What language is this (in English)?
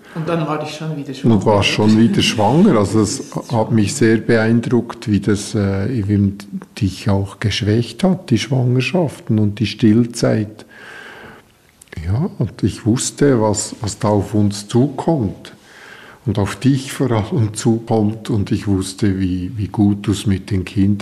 German